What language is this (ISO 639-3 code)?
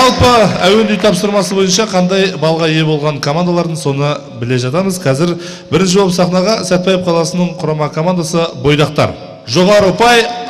kaz